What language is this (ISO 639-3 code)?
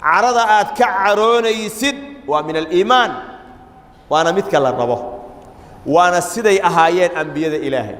som